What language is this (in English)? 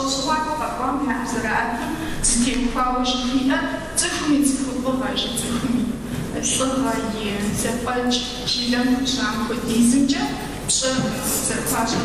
Kabardian